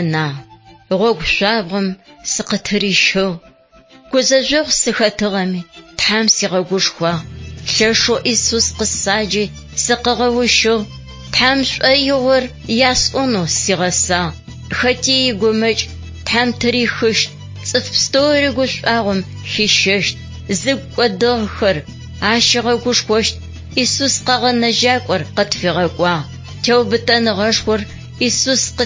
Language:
Adyghe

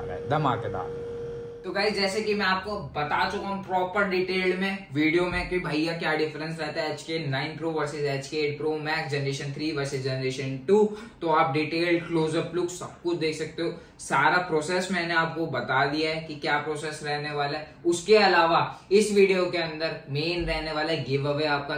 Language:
Hindi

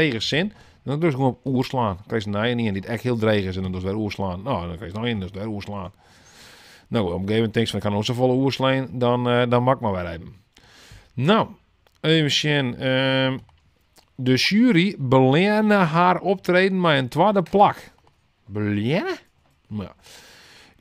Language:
Western Frisian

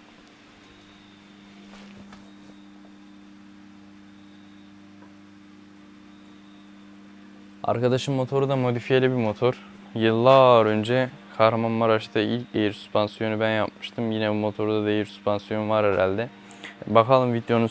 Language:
Turkish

